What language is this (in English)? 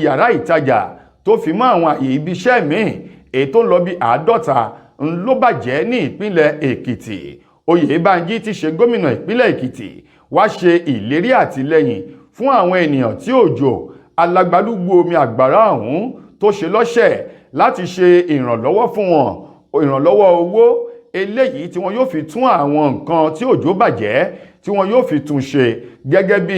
Yoruba